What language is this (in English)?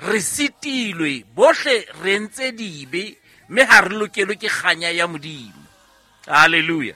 Southern Sotho